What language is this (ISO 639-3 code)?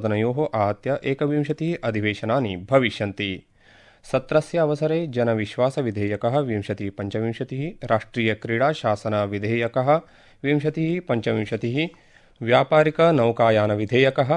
san